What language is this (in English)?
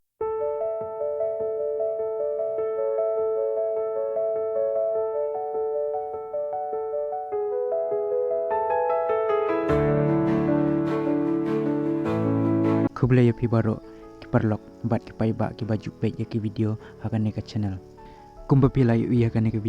Khasi